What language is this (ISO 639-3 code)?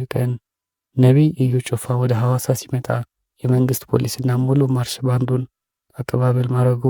amh